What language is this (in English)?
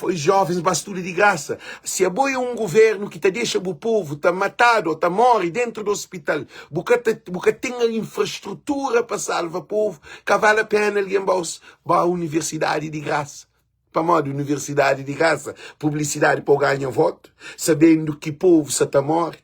Kabuverdianu